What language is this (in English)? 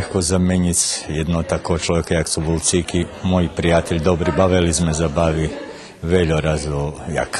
Rusyn